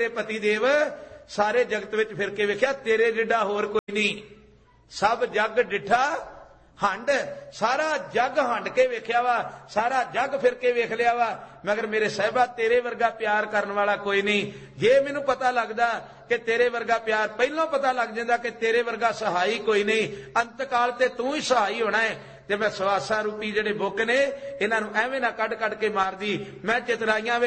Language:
Punjabi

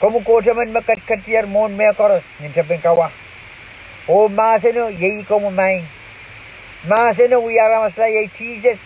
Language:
Pohnpeian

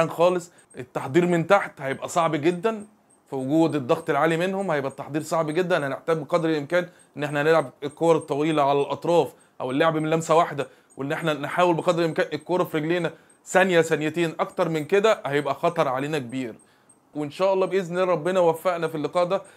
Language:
Egyptian Arabic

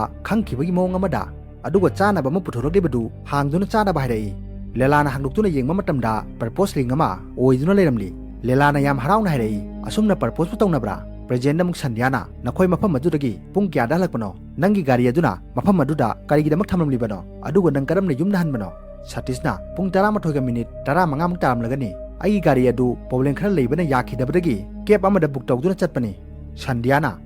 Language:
Manipuri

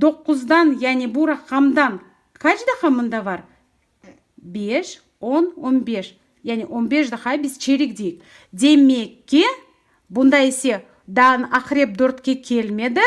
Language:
Crimean Tatar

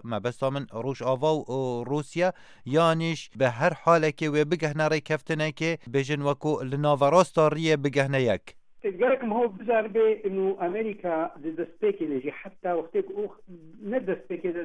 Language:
Kurdish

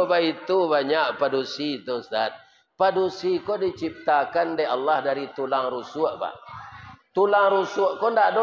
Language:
Minangkabau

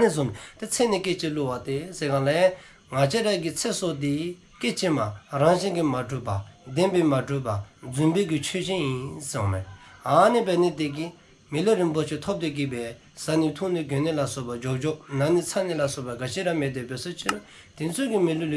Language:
Dzongkha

